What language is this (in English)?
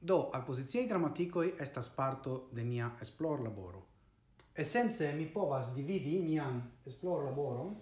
Esperanto